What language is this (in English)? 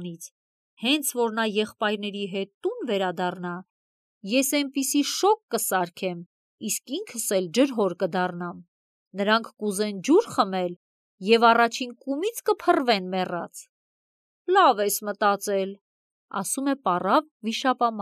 Armenian